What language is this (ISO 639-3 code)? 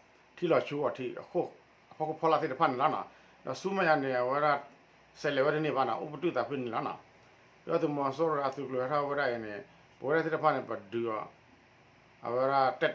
ksw